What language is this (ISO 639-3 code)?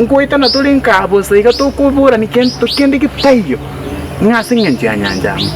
guz